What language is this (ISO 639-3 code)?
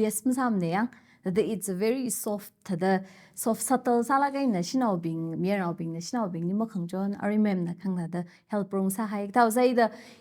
nmf